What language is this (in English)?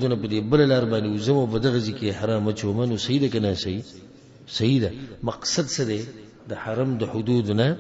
Pashto